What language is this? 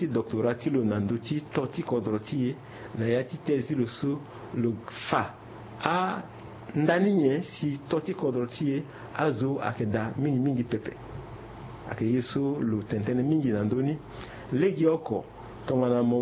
Sango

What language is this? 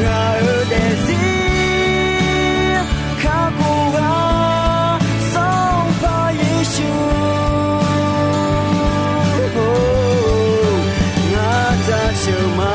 Akha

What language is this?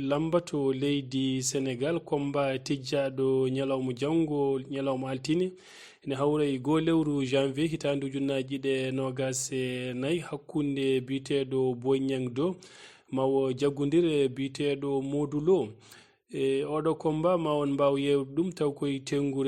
Fula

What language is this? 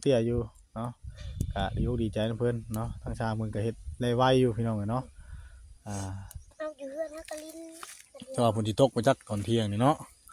Northeastern Thai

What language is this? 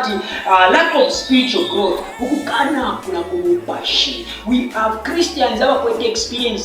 Bemba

